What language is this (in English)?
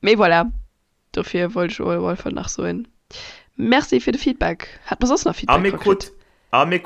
Luxembourgish